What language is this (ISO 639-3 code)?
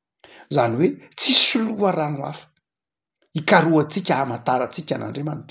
mlg